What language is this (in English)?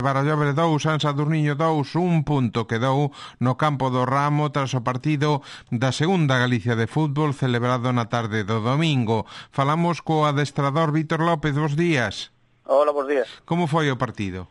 Galician